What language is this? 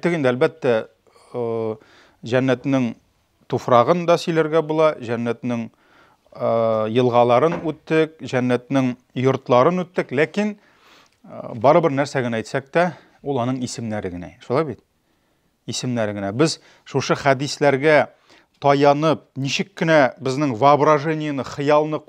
Tatar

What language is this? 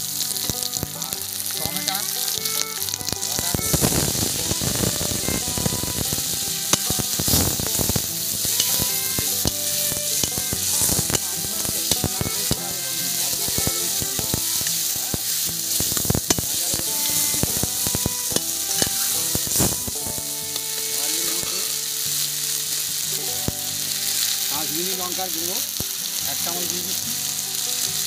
Bangla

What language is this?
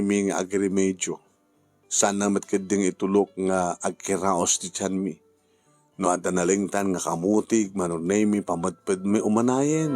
Iloko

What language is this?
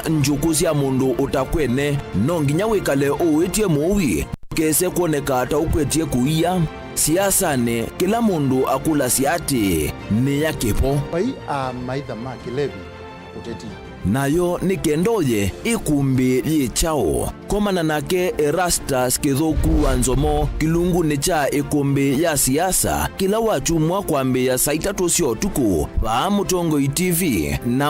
Kamba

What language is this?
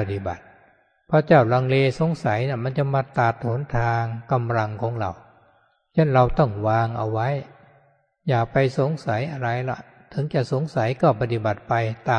Thai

